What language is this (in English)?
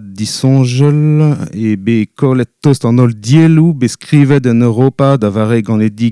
Breton